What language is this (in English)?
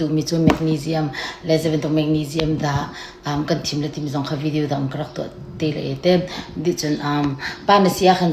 Hakha Chin